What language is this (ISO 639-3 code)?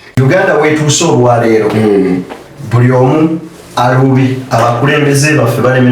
lug